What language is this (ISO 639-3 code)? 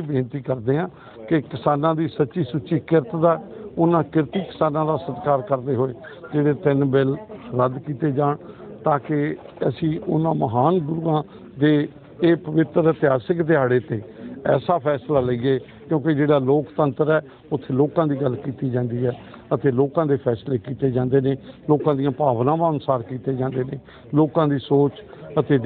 pan